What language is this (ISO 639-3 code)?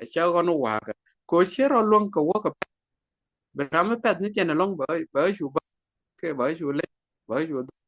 nus